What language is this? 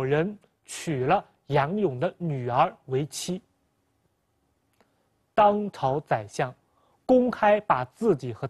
Chinese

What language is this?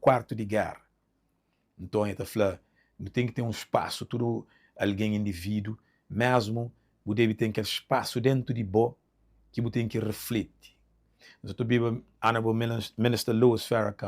Kabuverdianu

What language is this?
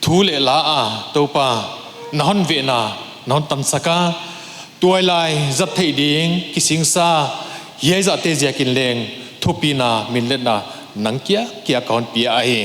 Paite Chin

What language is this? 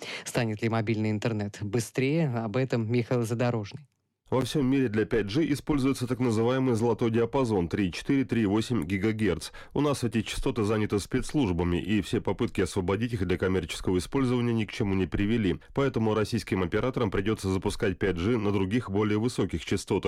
Russian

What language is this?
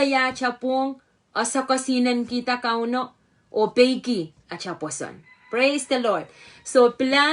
Pohnpeian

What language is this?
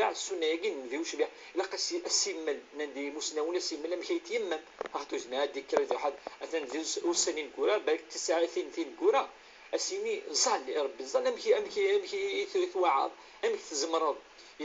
Kabyle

